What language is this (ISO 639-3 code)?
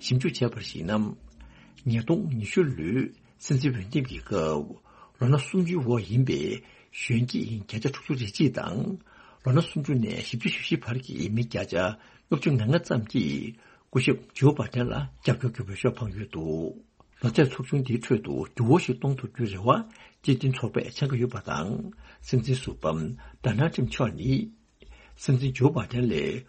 bod